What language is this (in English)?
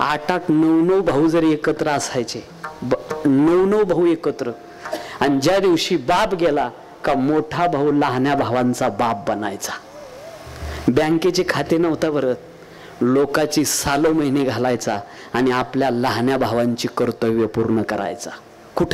Marathi